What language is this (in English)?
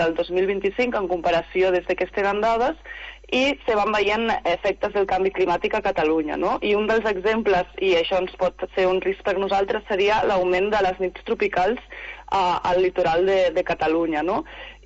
Catalan